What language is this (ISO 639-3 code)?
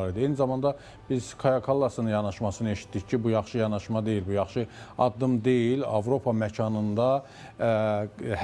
aze